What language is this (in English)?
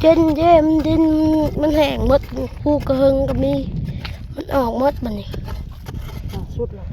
Northeastern Thai